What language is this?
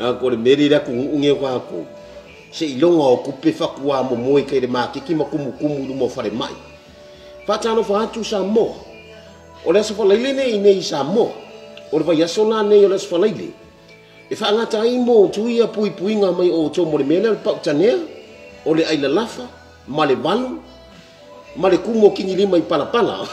Samoan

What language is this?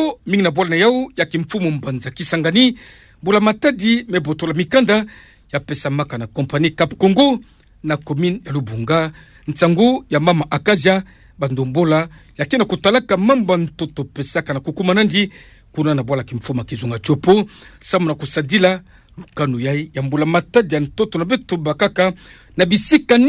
Kituba (Democratic Republic of Congo)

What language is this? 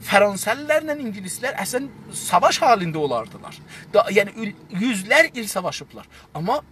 South Azerbaijani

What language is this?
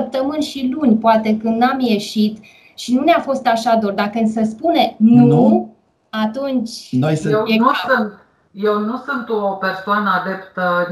Romanian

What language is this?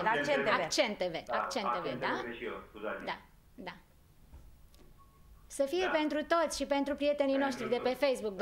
Romanian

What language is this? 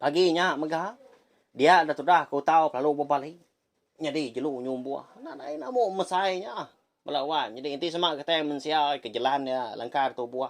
Iban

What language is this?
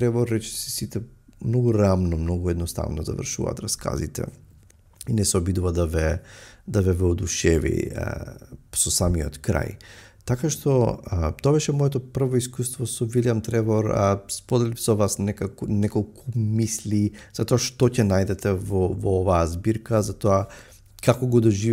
Macedonian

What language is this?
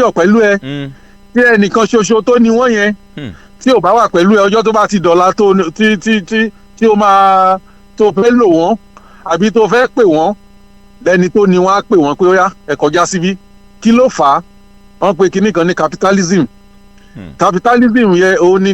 Yoruba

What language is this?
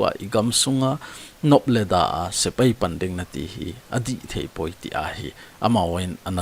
Thado Chin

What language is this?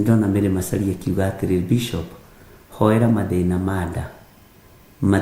Kikuyu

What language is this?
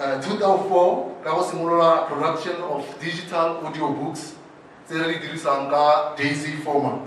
Tswana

